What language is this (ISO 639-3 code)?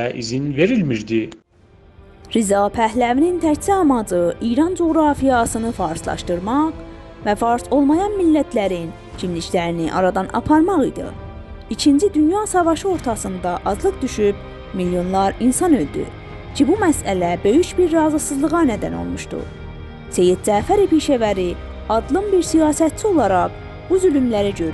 azb